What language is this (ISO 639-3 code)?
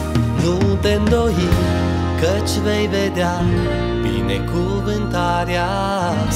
ron